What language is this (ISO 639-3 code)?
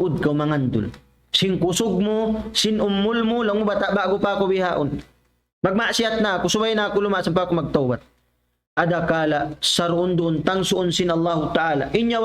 tsg